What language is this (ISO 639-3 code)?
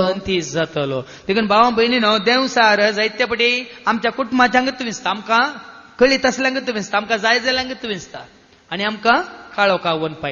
kok